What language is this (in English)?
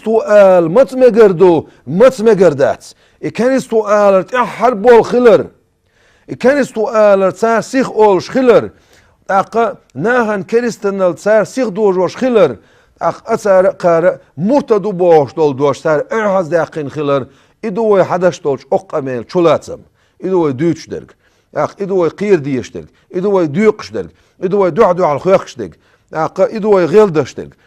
Chechen